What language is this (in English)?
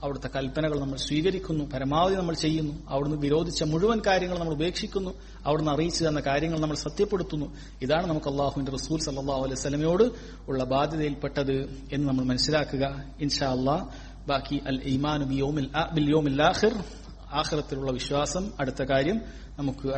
Malayalam